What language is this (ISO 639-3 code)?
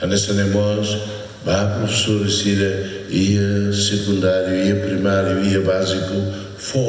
tet